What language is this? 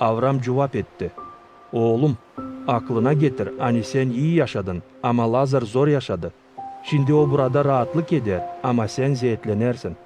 Gagauz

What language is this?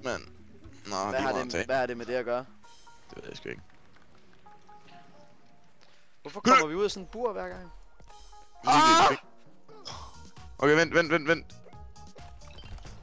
Danish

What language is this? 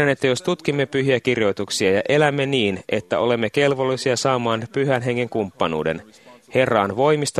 Finnish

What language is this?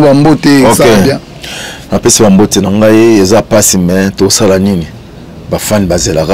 Lingala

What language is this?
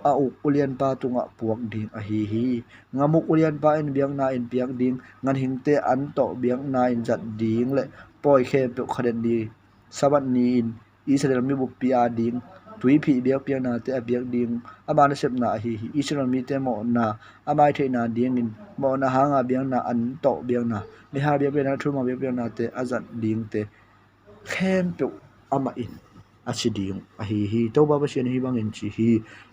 Tedim Chin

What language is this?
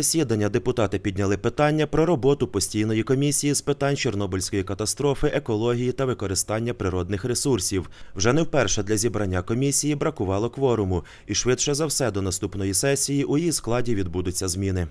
Ukrainian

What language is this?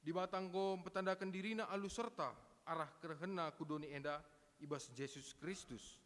Batak Karo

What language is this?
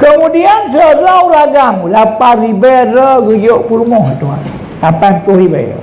Achinese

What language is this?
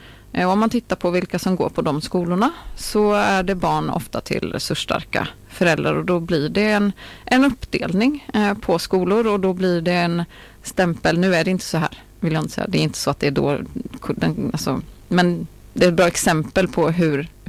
Swedish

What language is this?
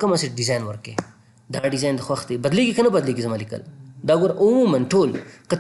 Pashto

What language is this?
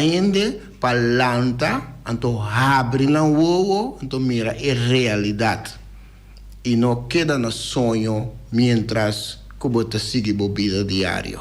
Papiamento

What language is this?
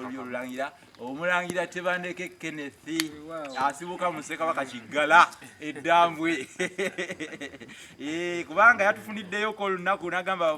Ganda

